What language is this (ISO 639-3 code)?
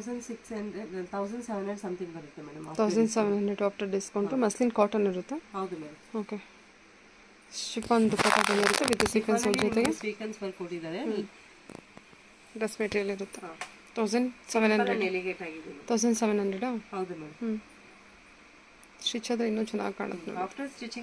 kan